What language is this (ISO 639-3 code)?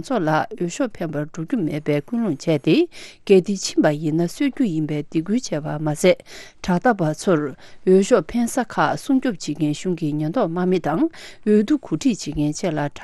bod